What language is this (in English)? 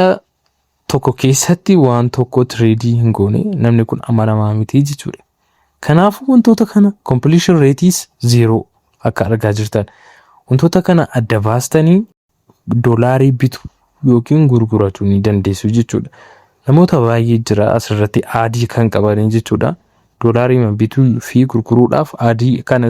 Oromo